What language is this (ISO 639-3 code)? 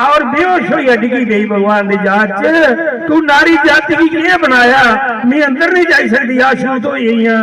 doi